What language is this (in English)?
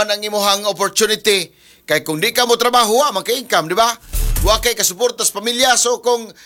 Cebuano